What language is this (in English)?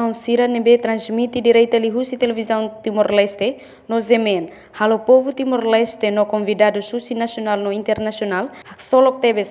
Tetum